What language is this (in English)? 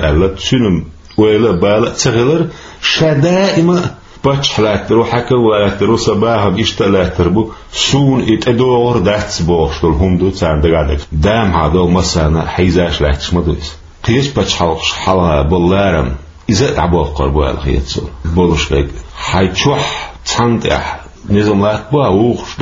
Chechen